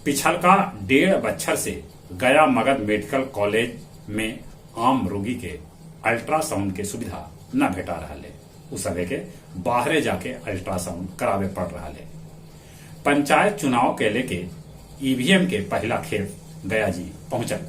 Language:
Magahi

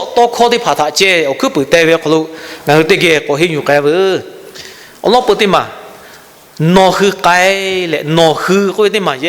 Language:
Lahu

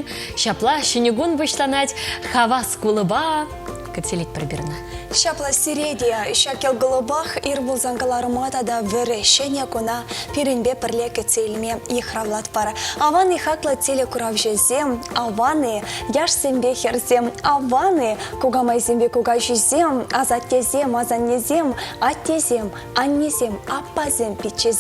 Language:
Chuvash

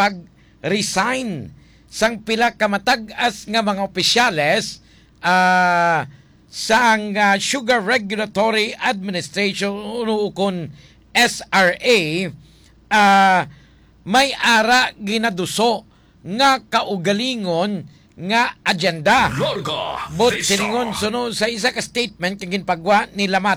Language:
Hiligaynon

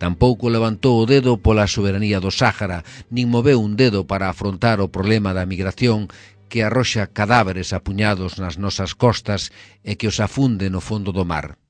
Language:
Galician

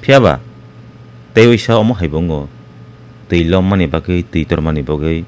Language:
Kok Borok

